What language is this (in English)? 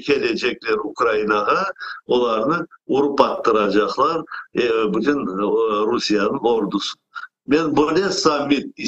Crimean Tatar